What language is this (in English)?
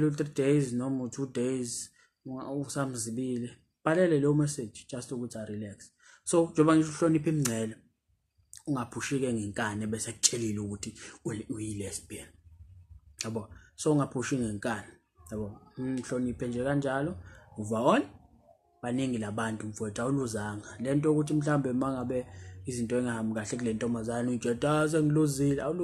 Zulu